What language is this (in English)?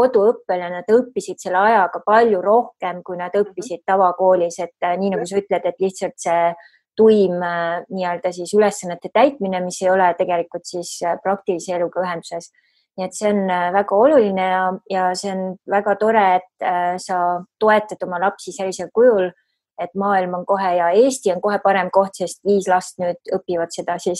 Estonian